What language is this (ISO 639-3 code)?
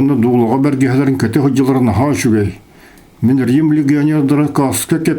sah